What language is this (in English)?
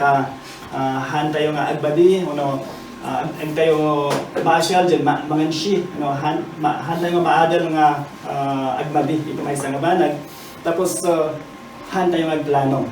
Iloko